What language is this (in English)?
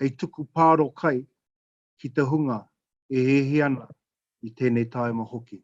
Māori